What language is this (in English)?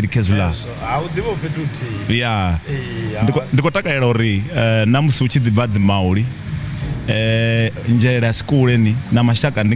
Venda